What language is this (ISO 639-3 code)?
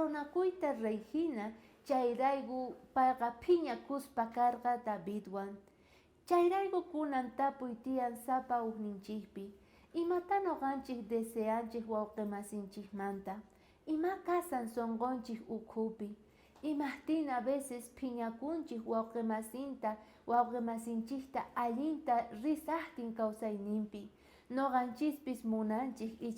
quh